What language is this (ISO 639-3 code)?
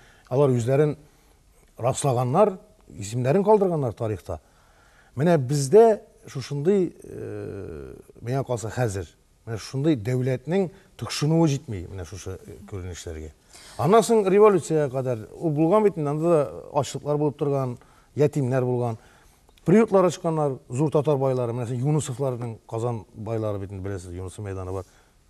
tat